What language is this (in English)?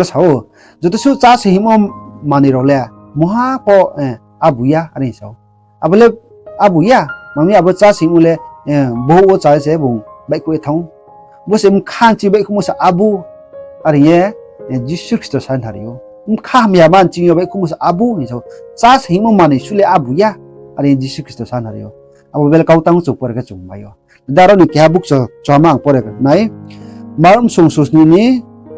Riang (India)